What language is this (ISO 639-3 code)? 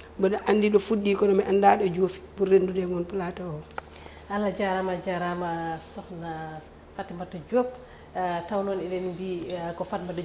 ful